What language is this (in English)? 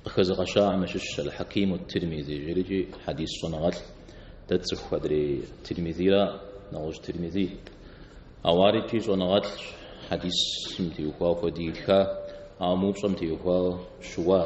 Kabardian